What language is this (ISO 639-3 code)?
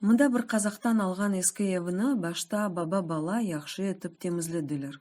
crh